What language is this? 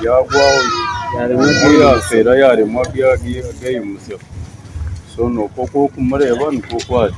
Nyankole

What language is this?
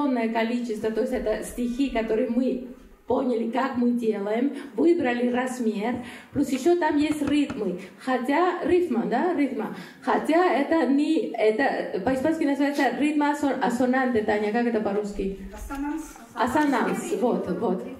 Russian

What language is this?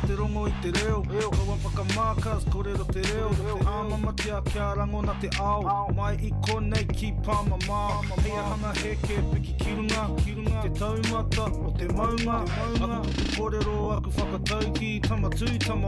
Māori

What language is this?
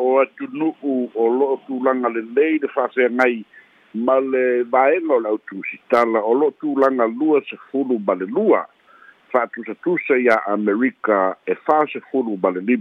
Samoan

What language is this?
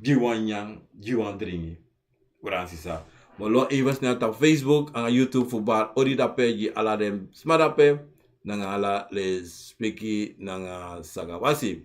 Sranan Tongo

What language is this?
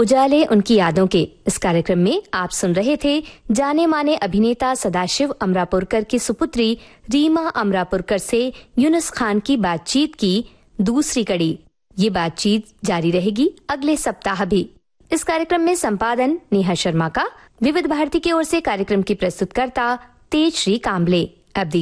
Hindi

